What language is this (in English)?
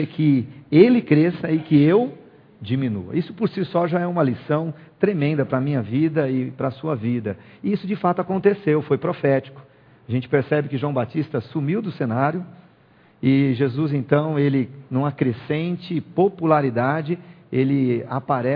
Portuguese